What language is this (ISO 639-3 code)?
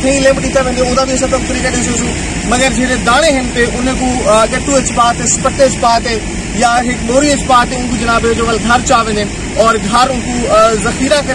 skr